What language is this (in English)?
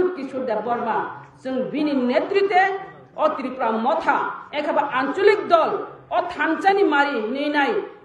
Kok Borok